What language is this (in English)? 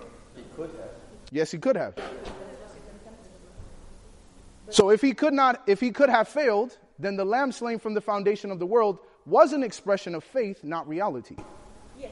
English